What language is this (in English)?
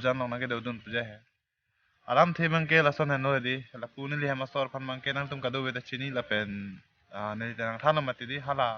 Karbi